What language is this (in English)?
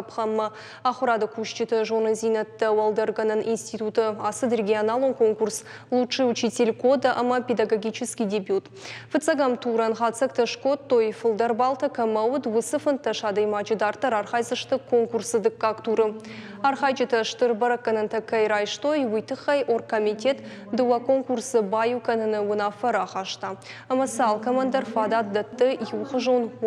Ossetic